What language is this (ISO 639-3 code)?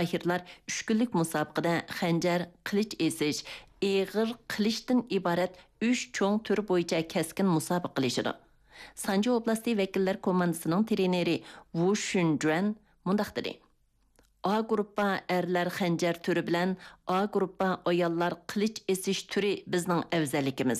uig